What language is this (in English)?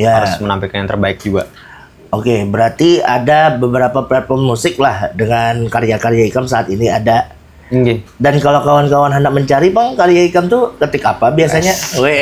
Banjar